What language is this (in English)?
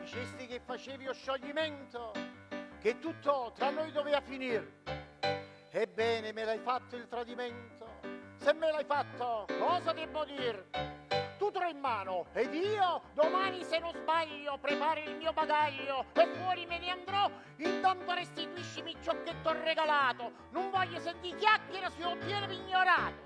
Neapolitan